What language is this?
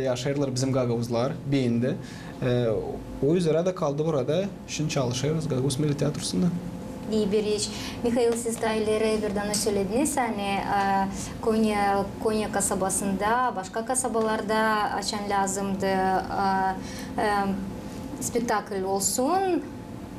Gagauz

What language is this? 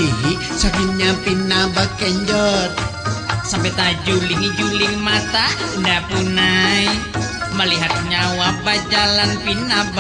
Banjar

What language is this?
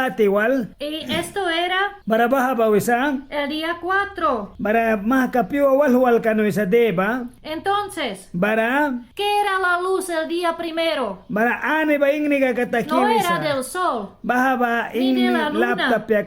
Mískito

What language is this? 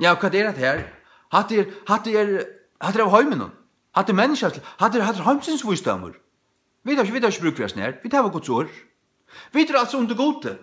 Faroese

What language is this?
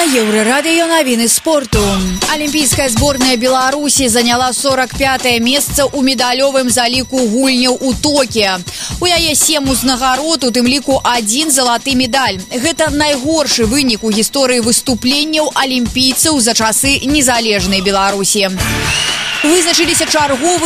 Belarusian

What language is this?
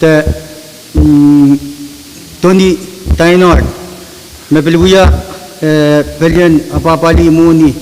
Pohnpeian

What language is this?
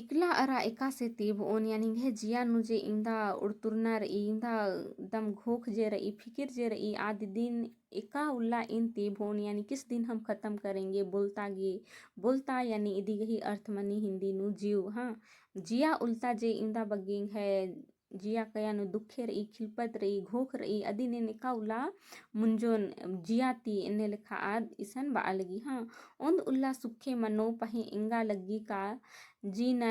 Kurukh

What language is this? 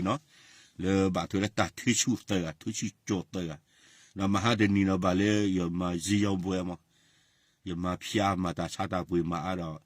S'gaw Karen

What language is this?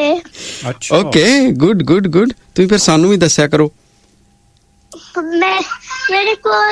Punjabi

